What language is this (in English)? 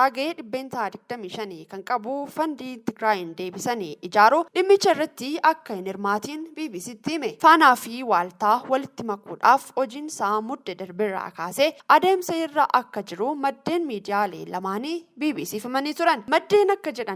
Oromo